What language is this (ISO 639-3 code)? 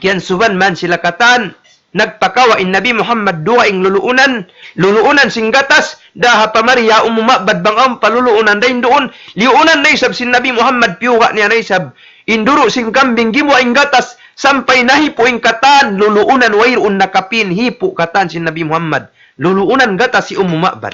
tsg